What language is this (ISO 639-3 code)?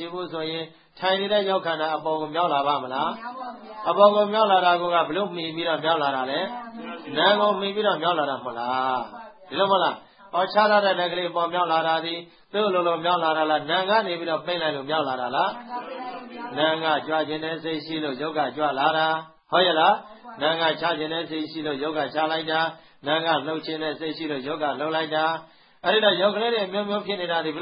mya